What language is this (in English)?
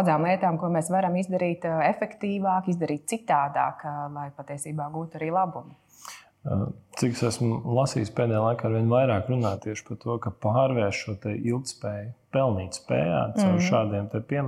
Latvian